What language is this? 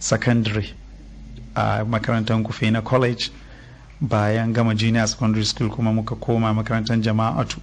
Hausa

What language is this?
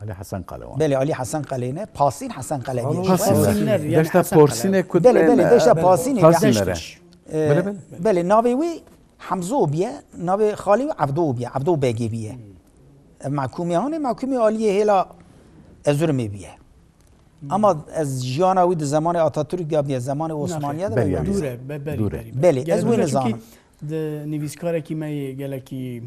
Kurdish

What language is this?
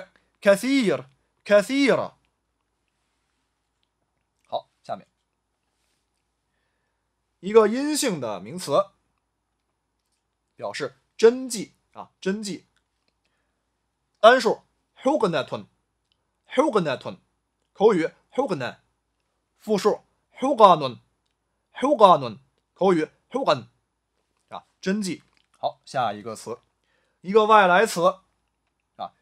Chinese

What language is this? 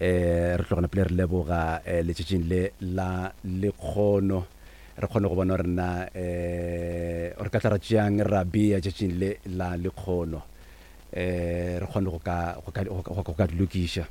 Northern Sotho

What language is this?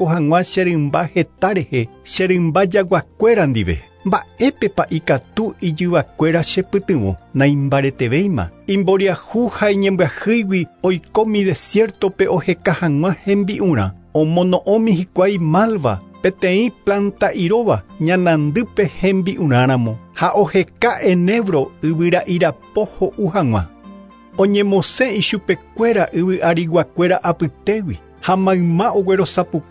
Guarani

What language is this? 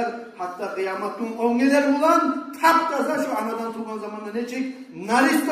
Kumyk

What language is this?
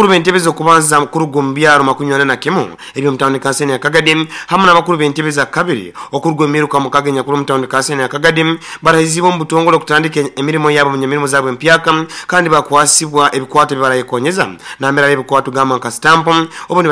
Nyankole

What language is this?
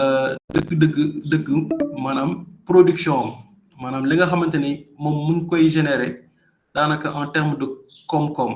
Wolof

